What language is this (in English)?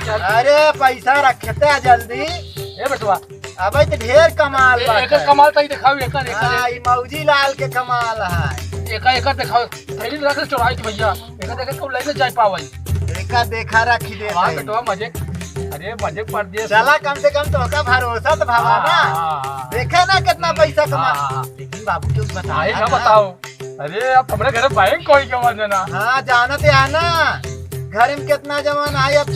Awadhi